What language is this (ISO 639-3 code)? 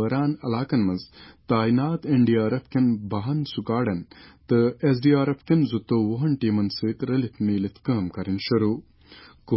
kas